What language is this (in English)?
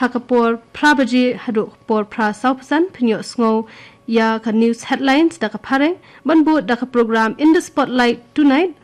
Khasi